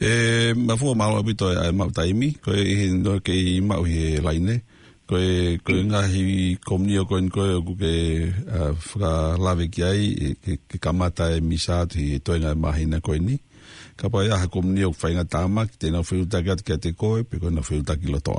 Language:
Tongan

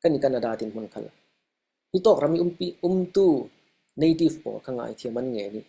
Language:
Falam Chin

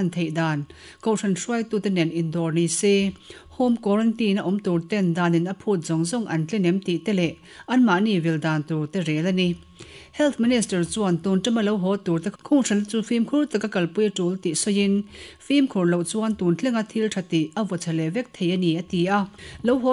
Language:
Mizo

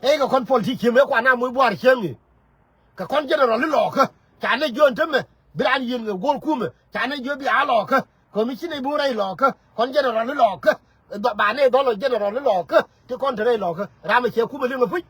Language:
Nuer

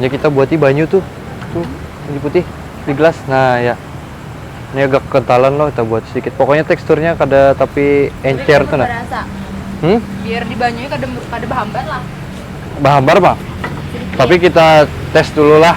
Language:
Banjar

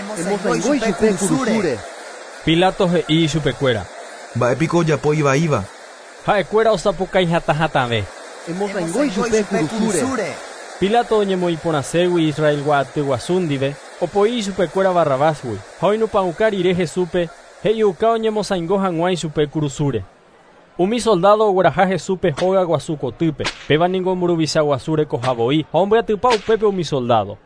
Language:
Guarani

